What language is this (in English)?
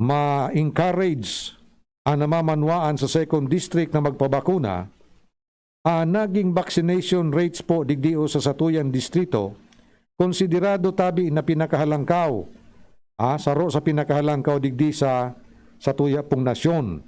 Bikol